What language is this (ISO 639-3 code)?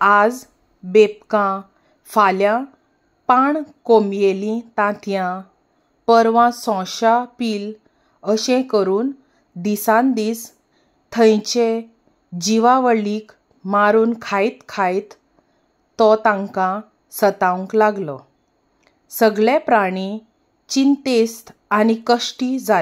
kok